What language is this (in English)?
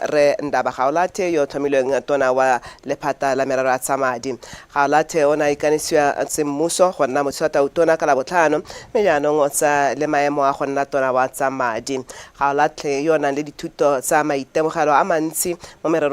Tswana